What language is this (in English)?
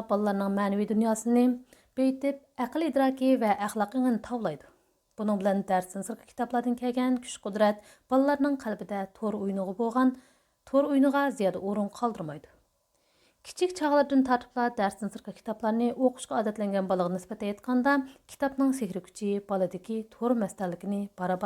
Uyghur